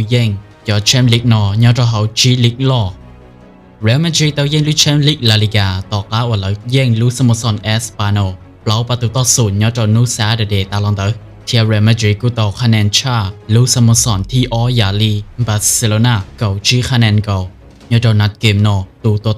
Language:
Hmong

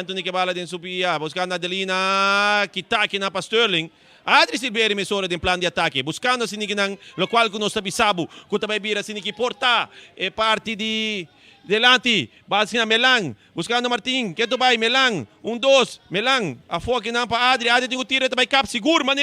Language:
Papiamento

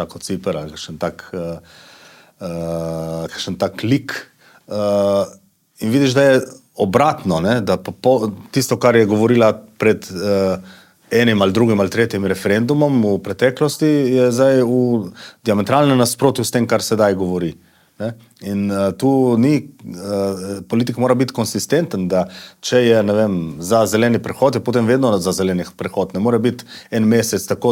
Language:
Slovenian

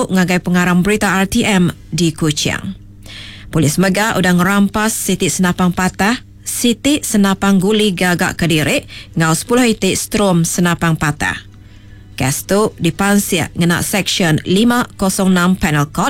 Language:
Iban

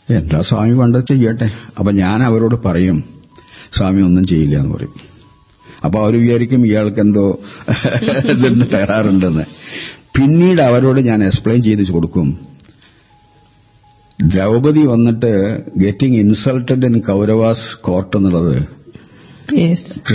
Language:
Malayalam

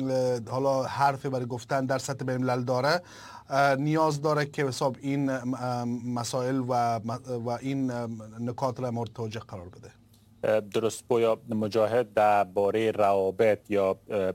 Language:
Persian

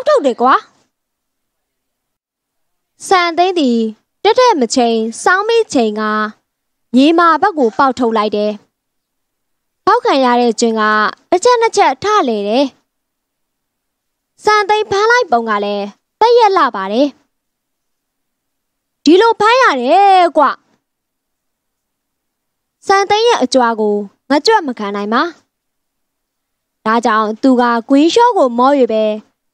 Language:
Burmese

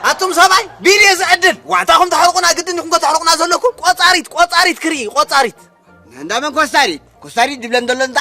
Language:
Tigrinya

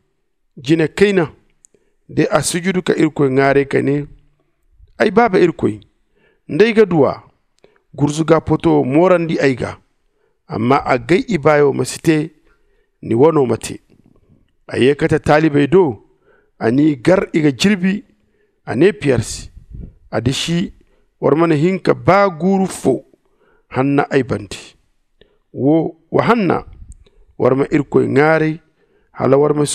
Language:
Zarma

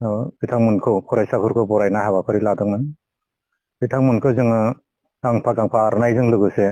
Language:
Bodo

